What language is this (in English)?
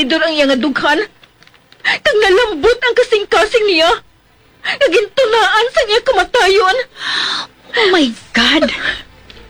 Hiligaynon